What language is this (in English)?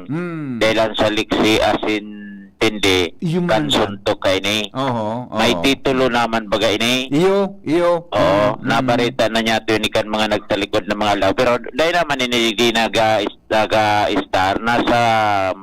Bikol